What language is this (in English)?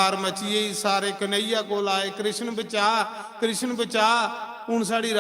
Dogri